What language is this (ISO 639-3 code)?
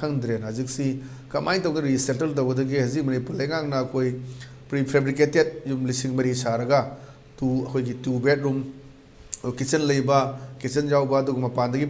mni